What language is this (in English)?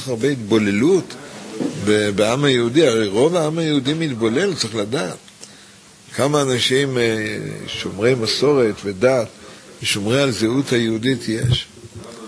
Hebrew